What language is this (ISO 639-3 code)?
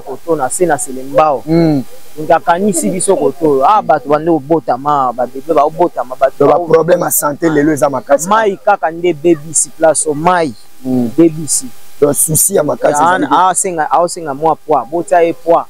lin